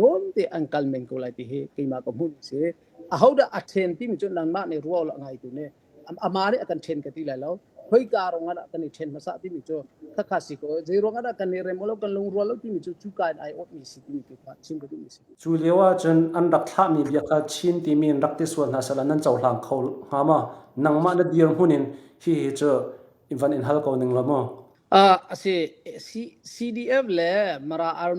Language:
Hakha Chin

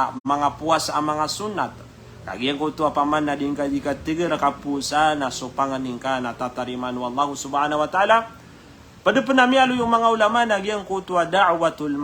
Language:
Maranao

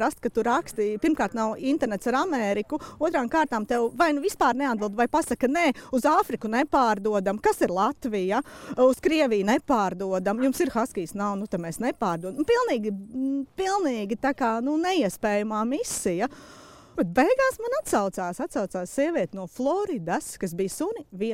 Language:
Latvian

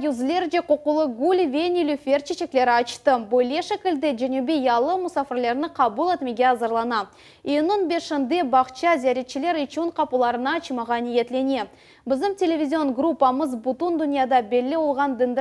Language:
Crimean Tatar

